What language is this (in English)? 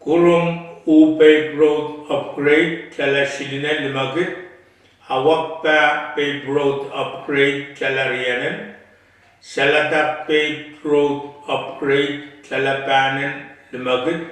Pohnpeian